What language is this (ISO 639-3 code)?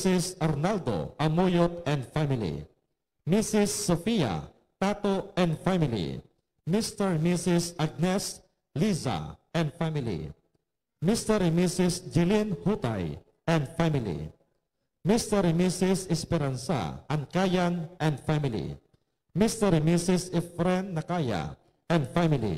hil